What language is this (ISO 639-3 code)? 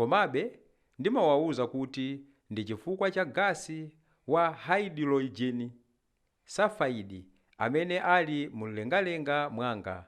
nya